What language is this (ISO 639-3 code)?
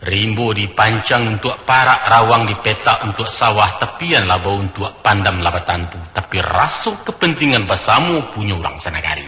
min